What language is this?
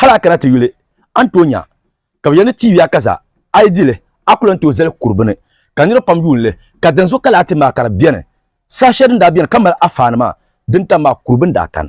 Dagbani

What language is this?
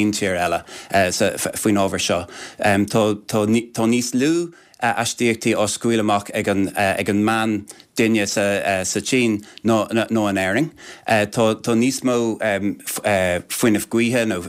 Irish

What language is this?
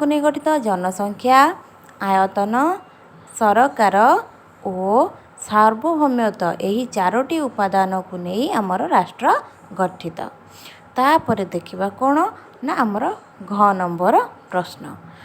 Odia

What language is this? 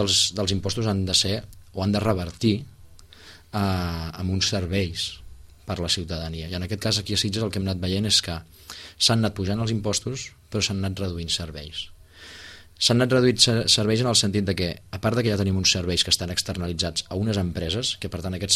Catalan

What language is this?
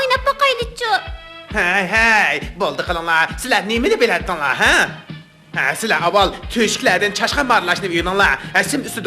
Uyghur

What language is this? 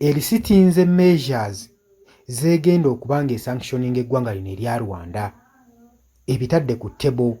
Ganda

